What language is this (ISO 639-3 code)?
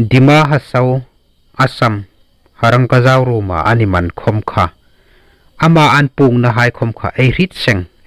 hmr